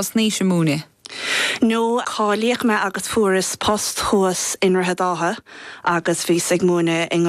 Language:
Irish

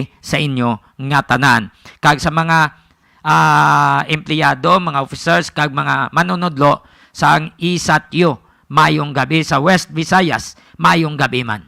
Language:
Hiligaynon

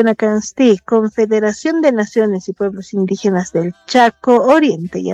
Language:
Aymara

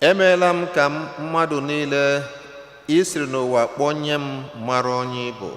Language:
Igbo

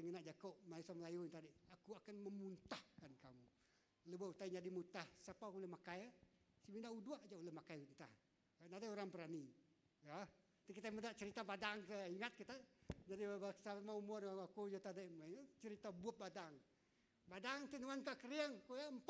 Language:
Iban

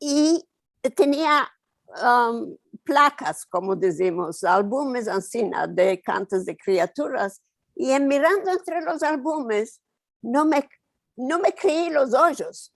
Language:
Ladino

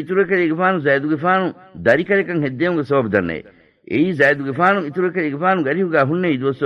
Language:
Divehi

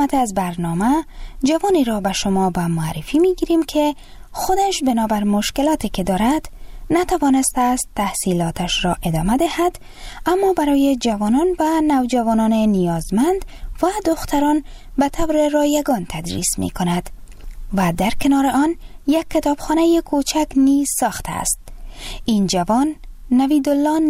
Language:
Persian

